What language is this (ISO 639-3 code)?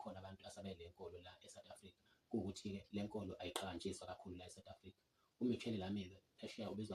zul